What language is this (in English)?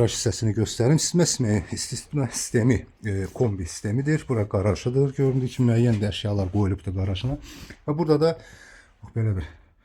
Azerbaijani